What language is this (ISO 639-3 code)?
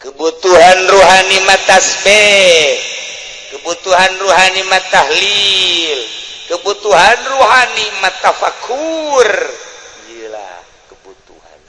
sun